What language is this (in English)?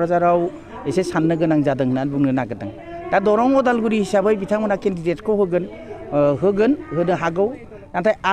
Bodo